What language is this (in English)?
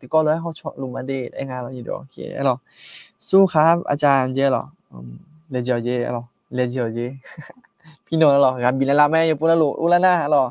Akha